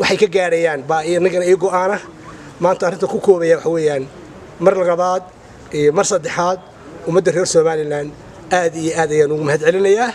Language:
Somali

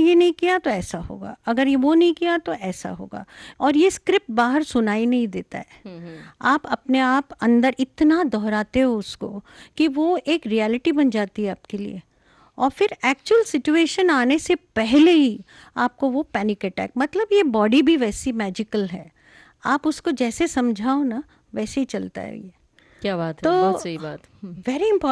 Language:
Hindi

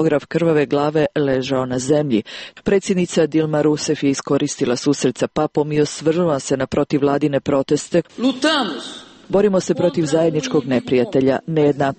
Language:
Serbian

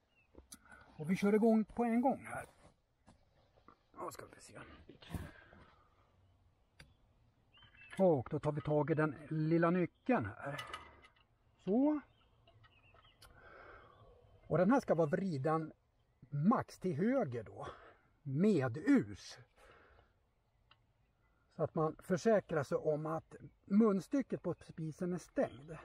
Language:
Swedish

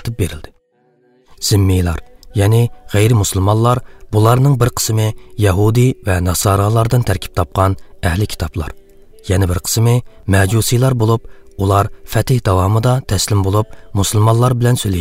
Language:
Uyghur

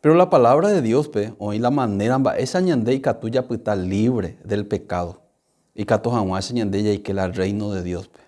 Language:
Guarani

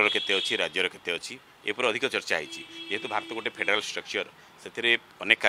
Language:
Odia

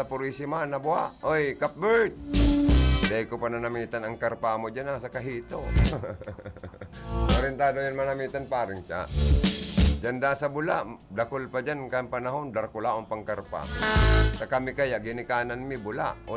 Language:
Bikol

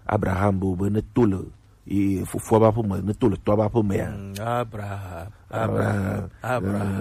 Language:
Gen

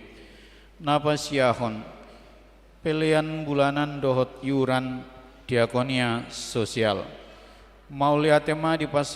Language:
Batak Toba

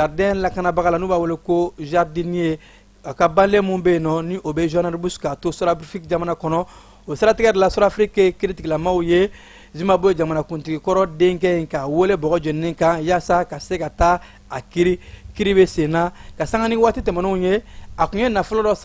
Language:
Bambara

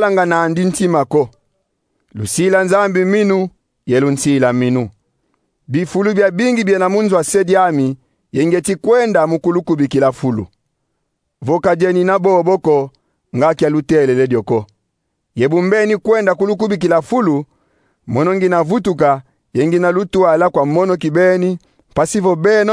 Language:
Kongo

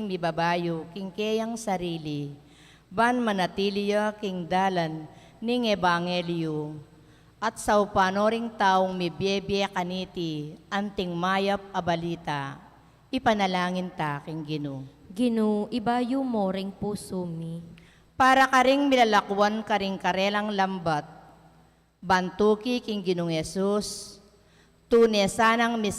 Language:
Pampanga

